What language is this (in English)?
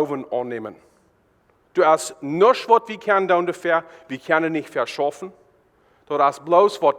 Plautdietsch